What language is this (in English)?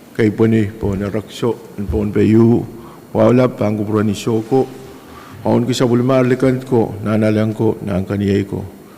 Pohnpeian